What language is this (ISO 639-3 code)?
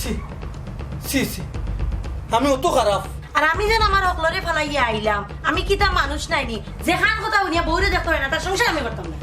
syl